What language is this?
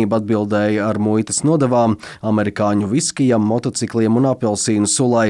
Latvian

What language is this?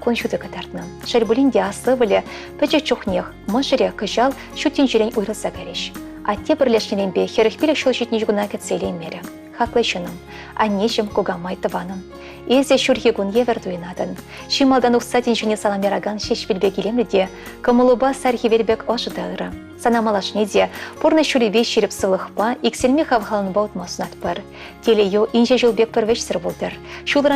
Chuvash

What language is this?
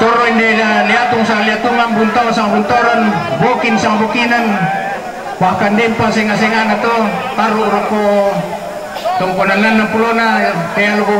Toraja-Sa'dan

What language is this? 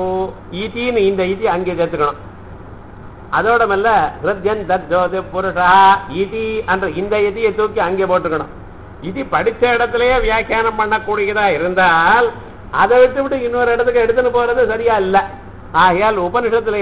Tamil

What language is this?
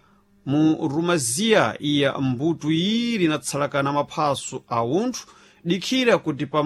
Sena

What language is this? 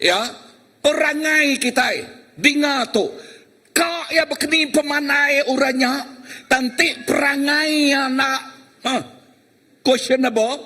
Iban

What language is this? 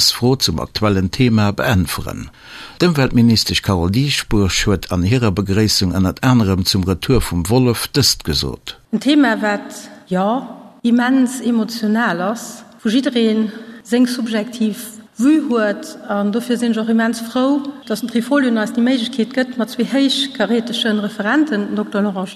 Luxembourgish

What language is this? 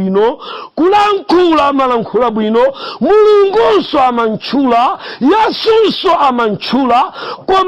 Nyanja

